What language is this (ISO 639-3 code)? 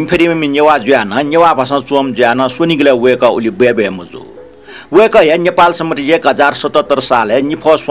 new